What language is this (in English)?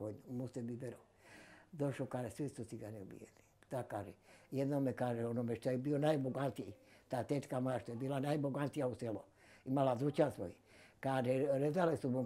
Bosnian